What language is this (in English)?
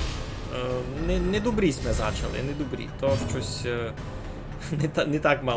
Rusyn